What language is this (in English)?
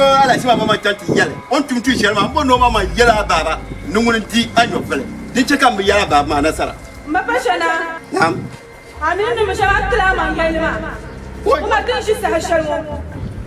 Dagbani